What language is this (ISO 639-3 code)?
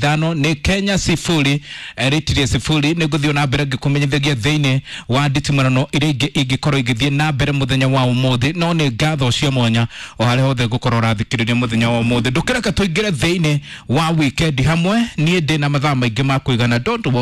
kik